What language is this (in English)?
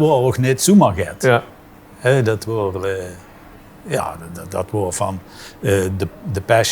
Limburgish